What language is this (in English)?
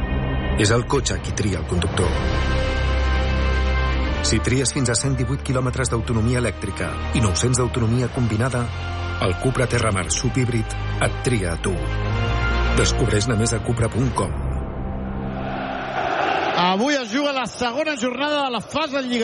Catalan